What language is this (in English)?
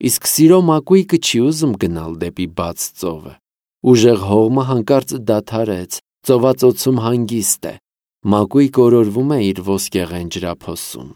Armenian